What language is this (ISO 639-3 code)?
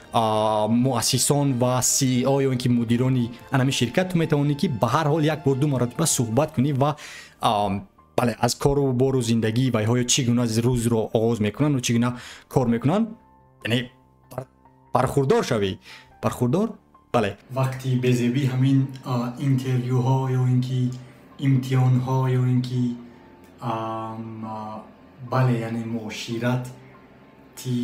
tgk